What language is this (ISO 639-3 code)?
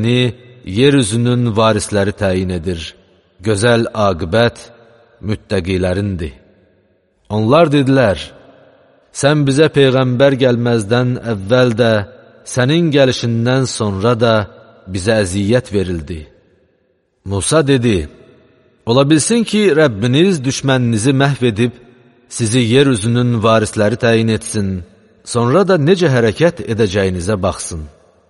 aze